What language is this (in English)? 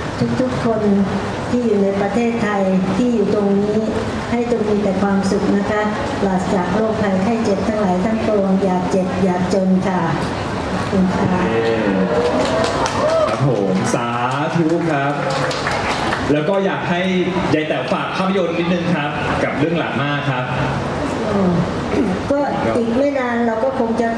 Thai